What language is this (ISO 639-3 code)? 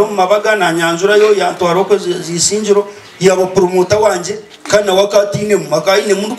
nyn